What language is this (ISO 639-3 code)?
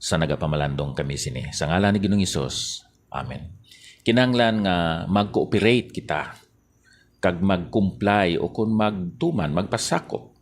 hil